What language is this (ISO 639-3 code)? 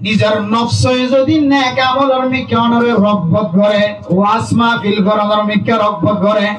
rhg